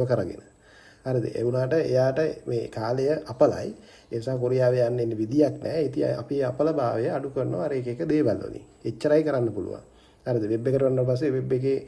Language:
Sinhala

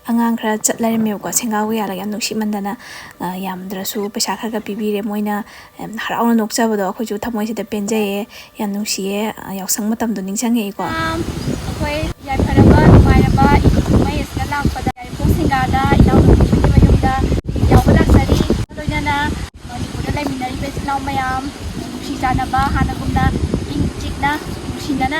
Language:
Manipuri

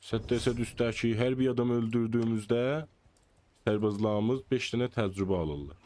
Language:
South Azerbaijani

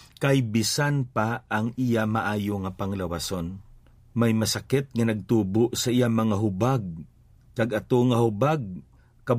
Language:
Hiligaynon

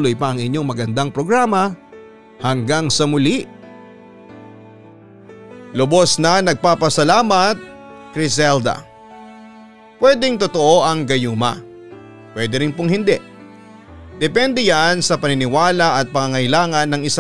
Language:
Filipino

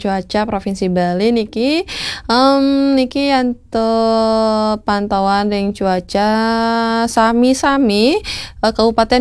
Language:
Balinese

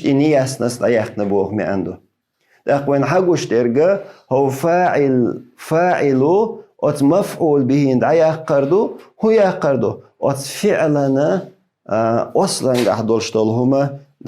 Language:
Chechen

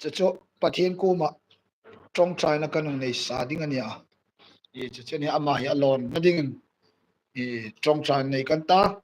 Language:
Hmar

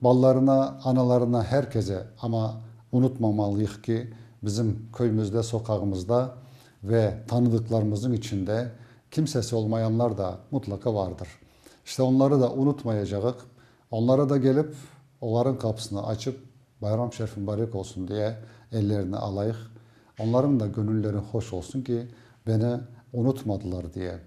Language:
Crimean Tatar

